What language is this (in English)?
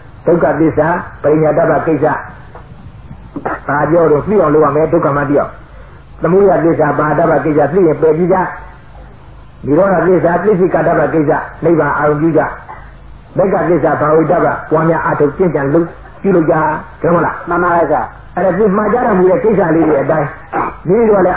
Burmese